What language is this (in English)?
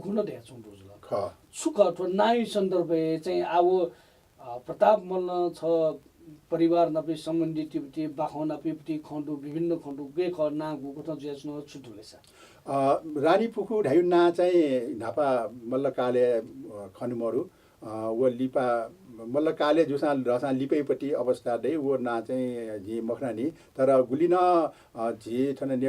Newari